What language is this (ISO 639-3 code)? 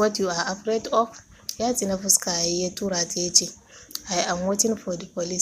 hau